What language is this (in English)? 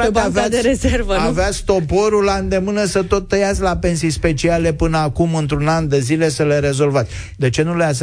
Romanian